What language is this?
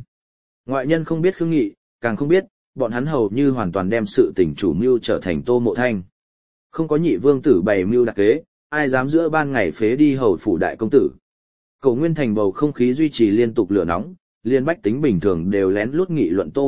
Vietnamese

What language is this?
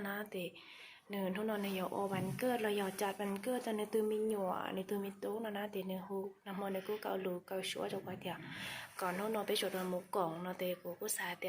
Hmong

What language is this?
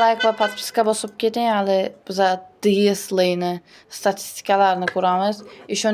Uzbek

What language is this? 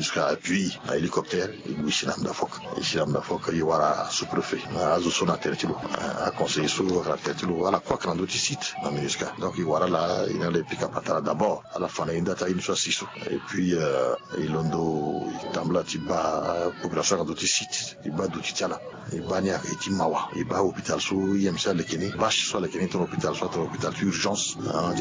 Sango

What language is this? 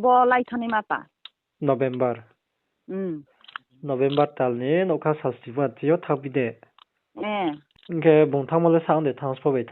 Riang (India)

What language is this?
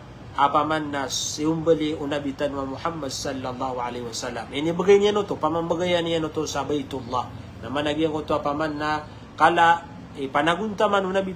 Maranao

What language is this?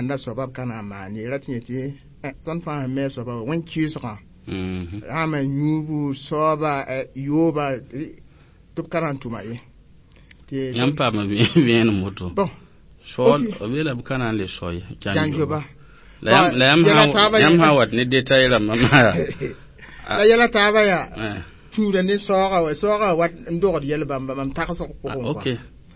Mossi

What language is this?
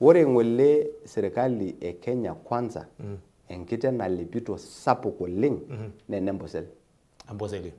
Masai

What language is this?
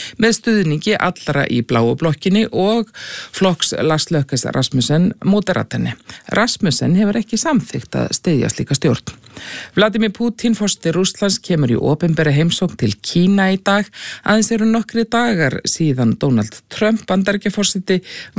Icelandic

